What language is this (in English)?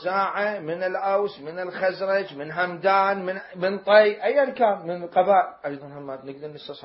Mesopotamian Arabic